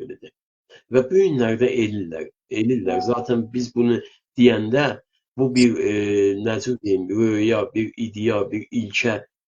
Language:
South Azerbaijani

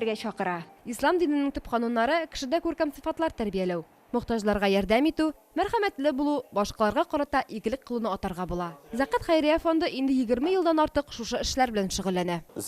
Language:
Tatar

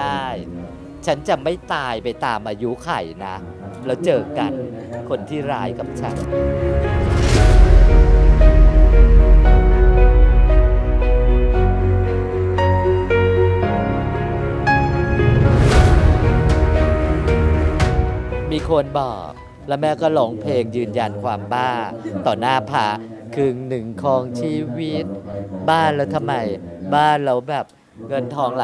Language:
Thai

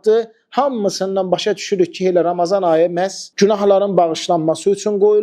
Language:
Azerbaijani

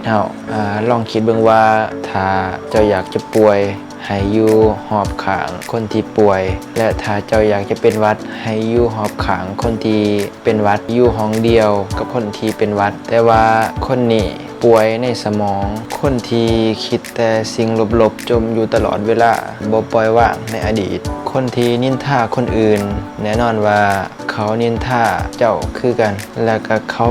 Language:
Lao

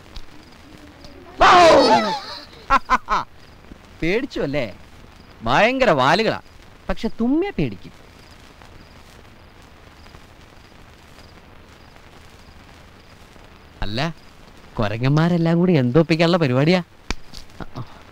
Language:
Malayalam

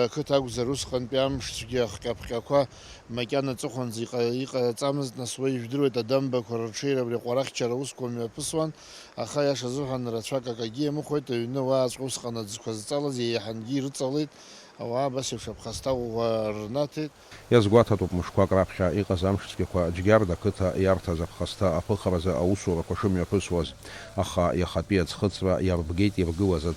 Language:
Abkhazian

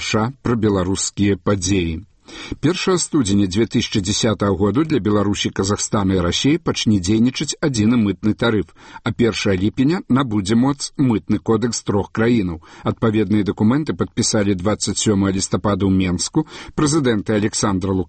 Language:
Belarusian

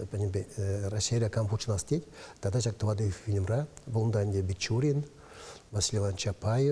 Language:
Chuvash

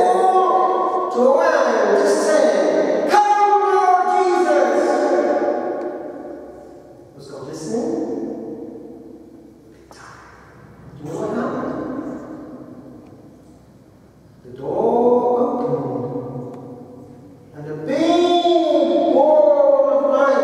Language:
English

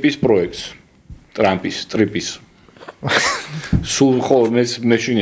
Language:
Georgian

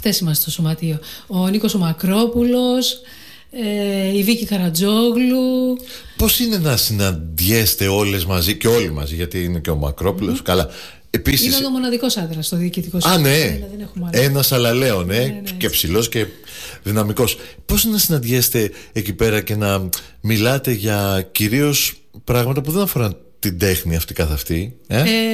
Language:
Greek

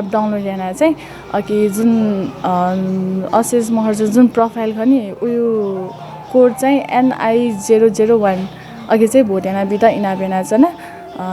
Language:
Newari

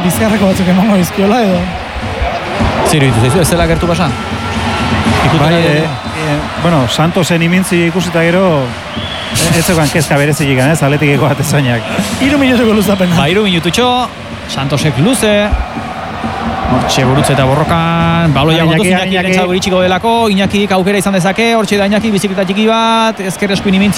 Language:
Basque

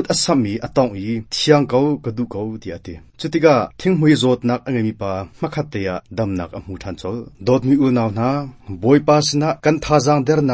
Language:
Hakha Chin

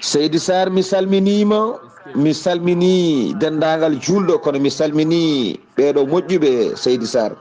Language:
Fula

